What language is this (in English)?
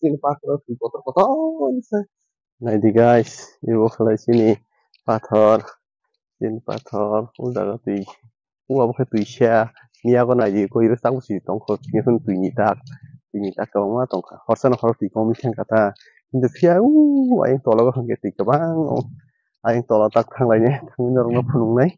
Kok Borok